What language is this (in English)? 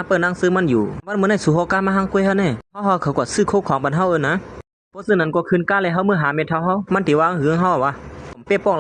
Shan